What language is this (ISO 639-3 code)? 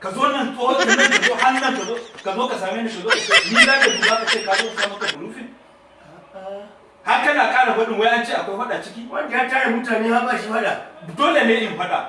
hau